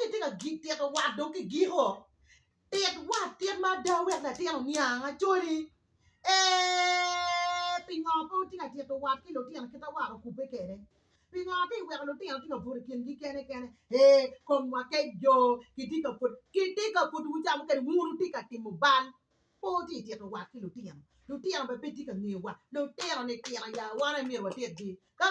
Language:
Acoli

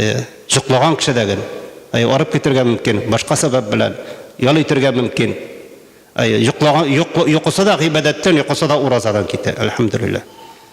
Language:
Tatar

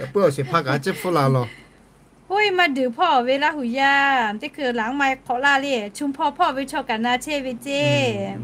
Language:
Lahu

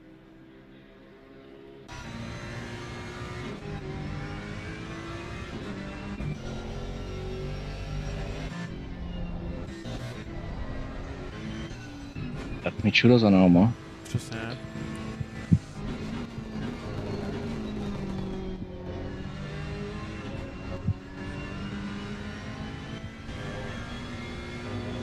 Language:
Czech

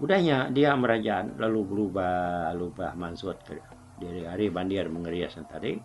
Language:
Iban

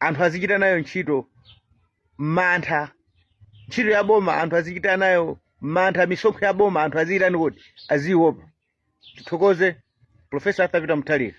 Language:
Nyanja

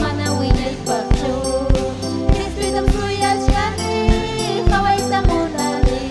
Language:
Ayacucho Quechua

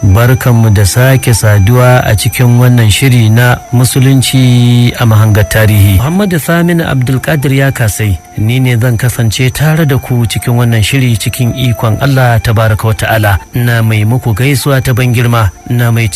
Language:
Hausa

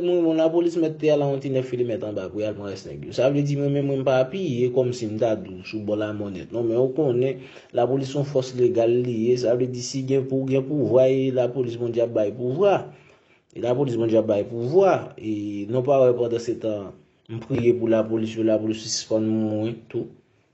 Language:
Haitian Creole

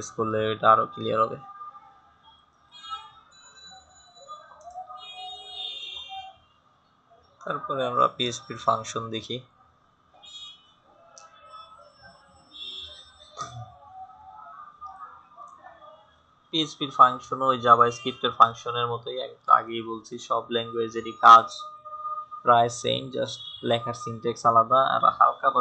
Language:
Bangla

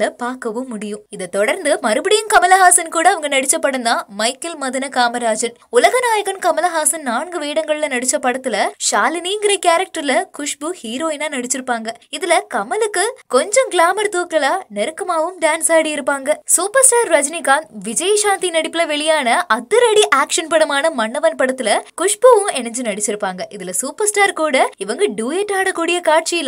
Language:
Tamil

